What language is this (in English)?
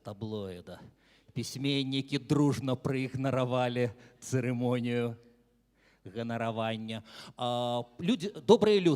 Belarusian